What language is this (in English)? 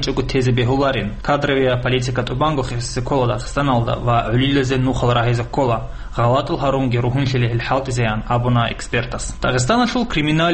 Avaric